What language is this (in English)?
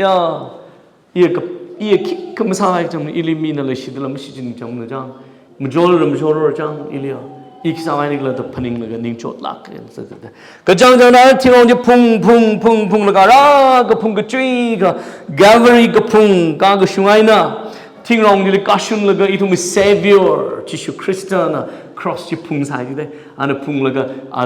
Tangkhul Naga (India)